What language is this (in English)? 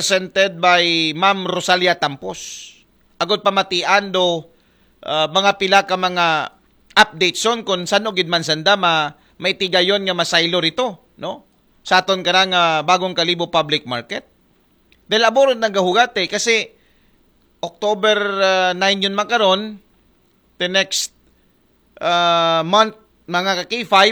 Aklanon